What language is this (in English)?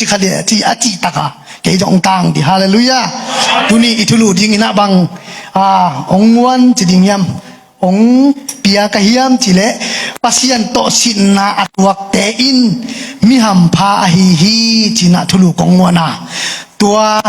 Tedim Chin